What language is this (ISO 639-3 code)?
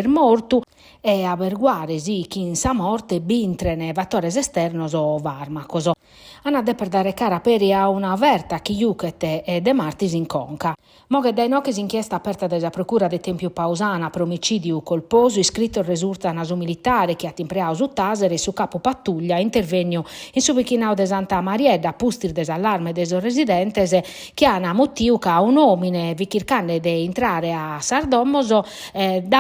srd